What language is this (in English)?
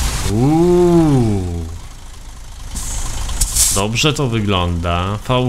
Polish